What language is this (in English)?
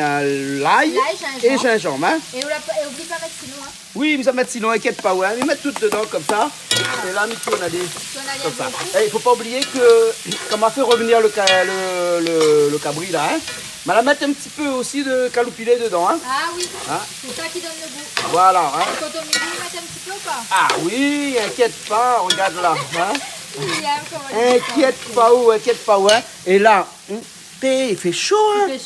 Réunion Creole French